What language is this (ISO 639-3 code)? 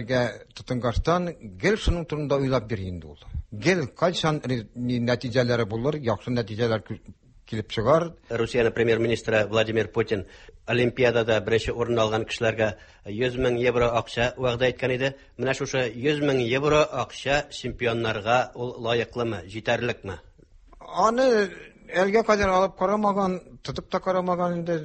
tat